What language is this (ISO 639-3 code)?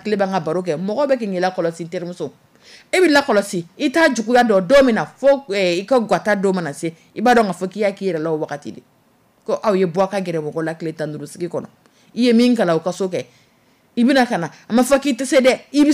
dyu